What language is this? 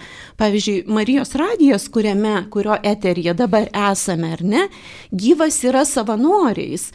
Lithuanian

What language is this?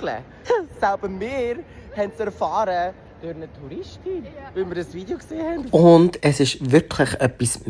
Swiss German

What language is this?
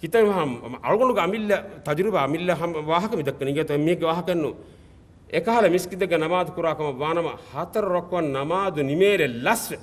Divehi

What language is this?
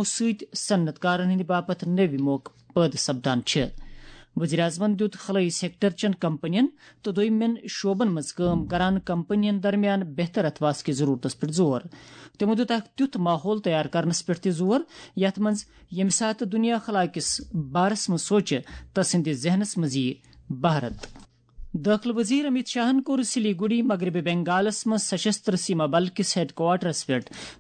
Kashmiri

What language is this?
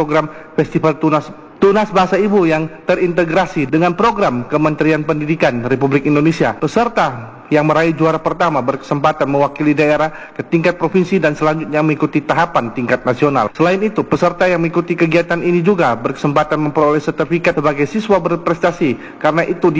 Indonesian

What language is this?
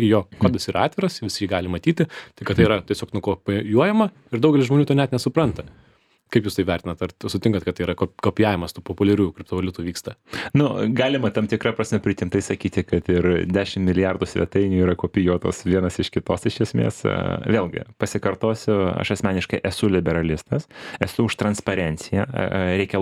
Lithuanian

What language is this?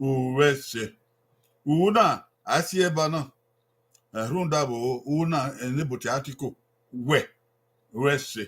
Bini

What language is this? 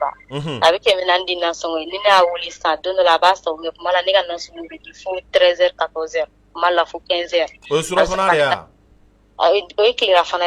Bambara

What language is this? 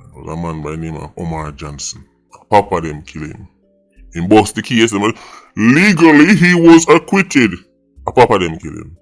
Jamaican Creole English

